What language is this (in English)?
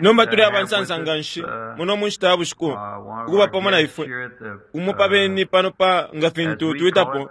Bemba